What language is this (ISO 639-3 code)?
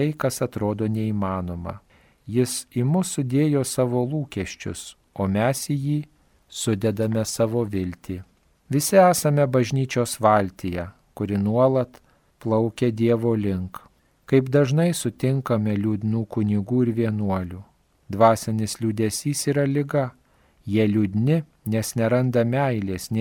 lit